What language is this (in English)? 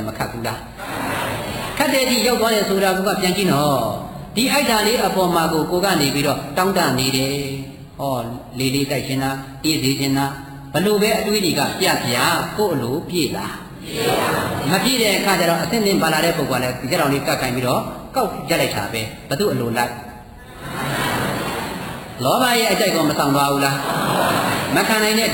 Burmese